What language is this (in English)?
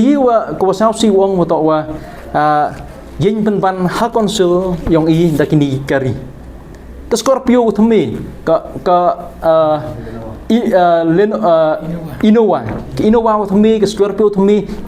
Pnar